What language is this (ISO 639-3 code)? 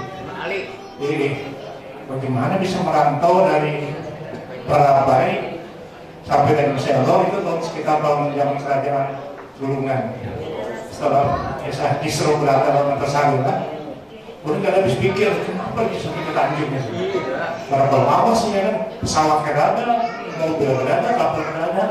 bjn